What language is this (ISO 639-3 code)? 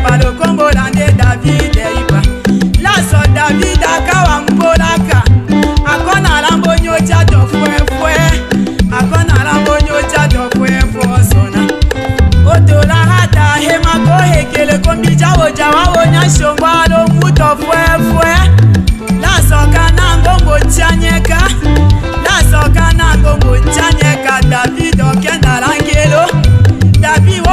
tll